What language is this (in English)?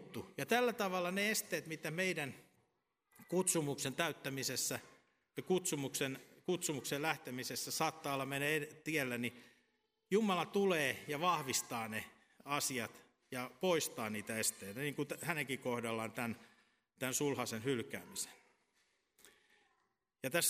Finnish